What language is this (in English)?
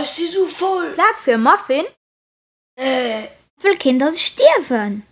Luxembourgish